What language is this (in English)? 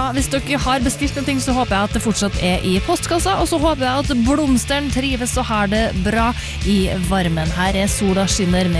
Norwegian